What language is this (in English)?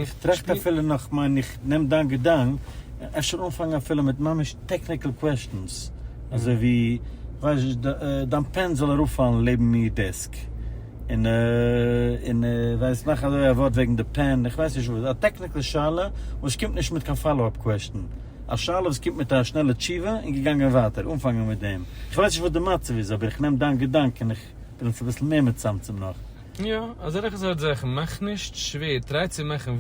Yiddish